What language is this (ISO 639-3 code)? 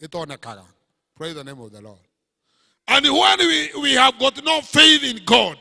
kik